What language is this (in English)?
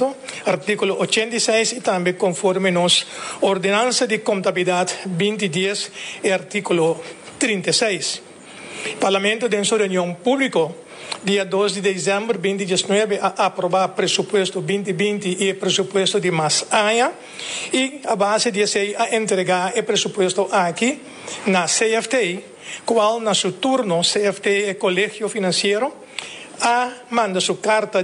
Papiamento